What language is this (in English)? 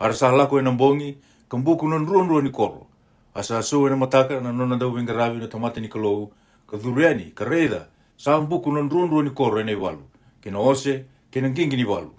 Fijian